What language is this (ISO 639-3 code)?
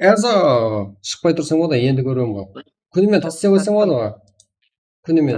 kaa